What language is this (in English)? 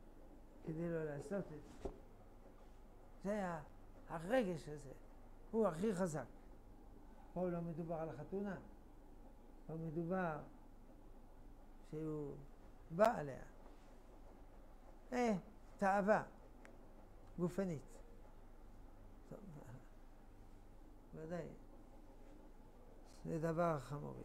Hebrew